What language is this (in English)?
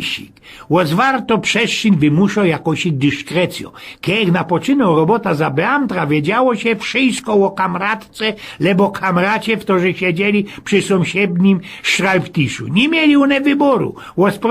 Silesian